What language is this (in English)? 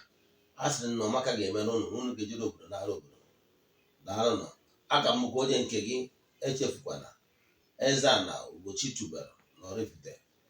Igbo